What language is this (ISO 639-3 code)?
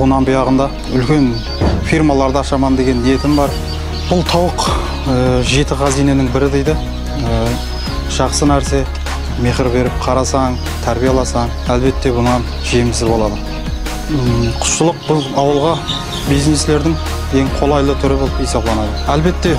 kaa